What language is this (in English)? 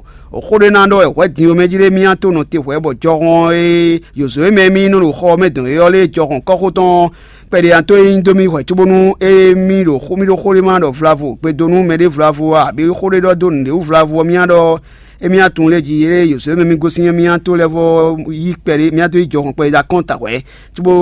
Fon